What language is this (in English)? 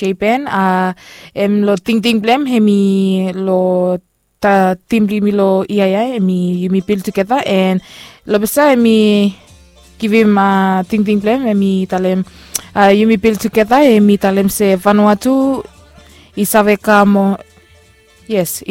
Bislama